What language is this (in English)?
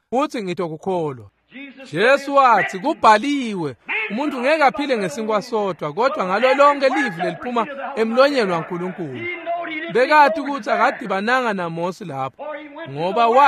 Swati